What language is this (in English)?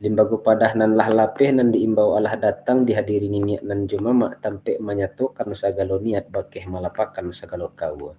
Minangkabau